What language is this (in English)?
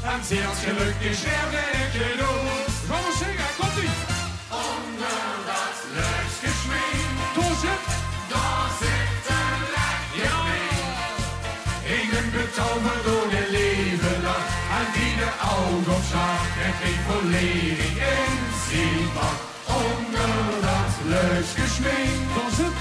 Limburgish